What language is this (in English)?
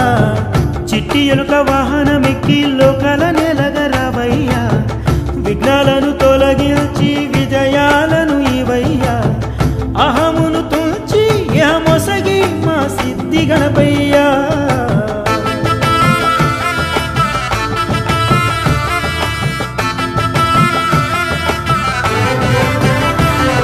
Telugu